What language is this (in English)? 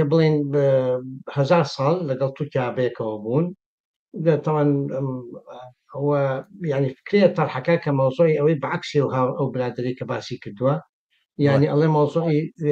Central Kurdish